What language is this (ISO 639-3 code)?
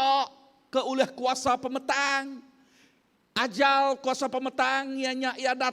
iba